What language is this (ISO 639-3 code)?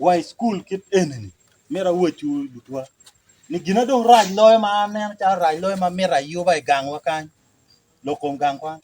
ach